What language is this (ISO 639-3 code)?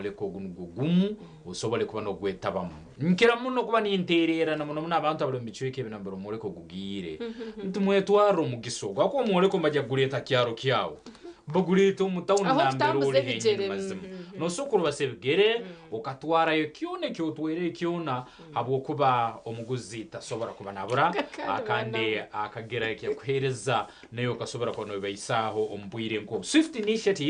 nyn